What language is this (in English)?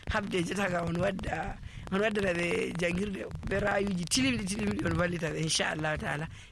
Nigerian Fulfulde